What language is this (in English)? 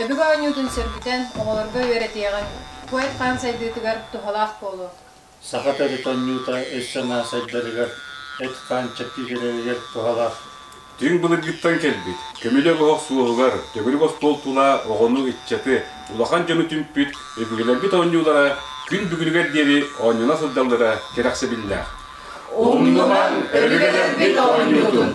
Yakut